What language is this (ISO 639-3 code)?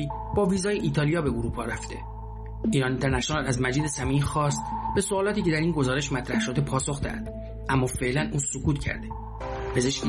fas